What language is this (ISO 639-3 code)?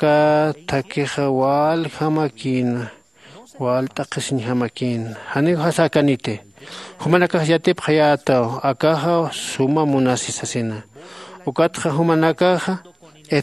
aym